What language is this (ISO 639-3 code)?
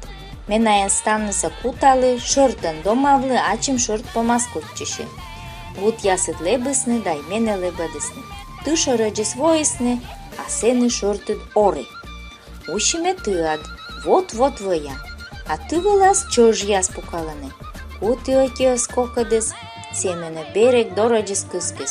kom